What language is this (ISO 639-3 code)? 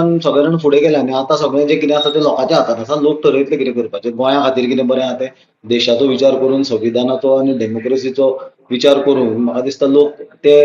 kok